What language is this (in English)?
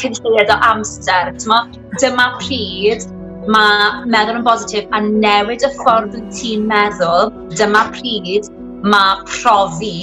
Welsh